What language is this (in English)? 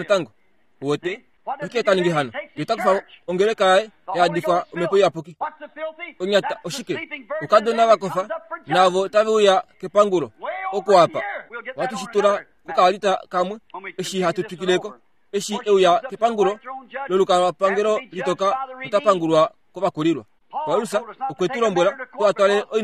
Kuanyama